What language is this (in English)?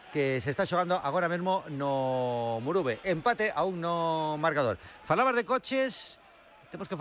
Galician